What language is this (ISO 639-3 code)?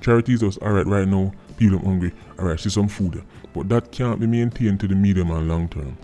jam